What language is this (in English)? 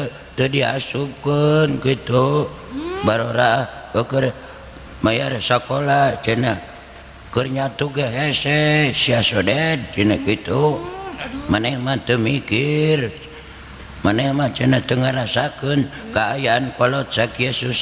Sundanese